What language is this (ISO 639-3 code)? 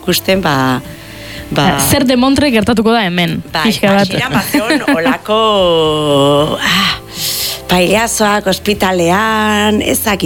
eus